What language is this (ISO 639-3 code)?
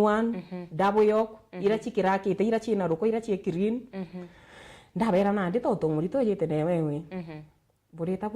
mer